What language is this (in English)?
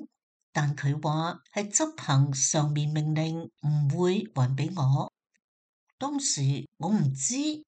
Cantonese